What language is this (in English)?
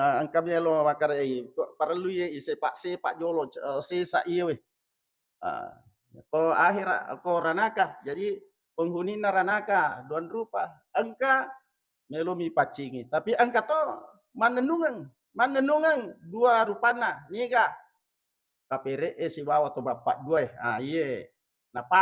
Buginese